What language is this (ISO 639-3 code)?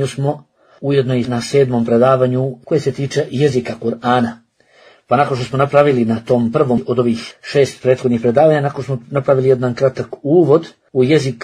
bos